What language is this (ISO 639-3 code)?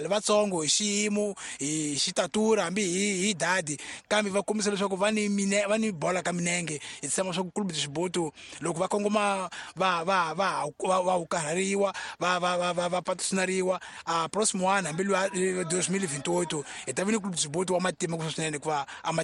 tso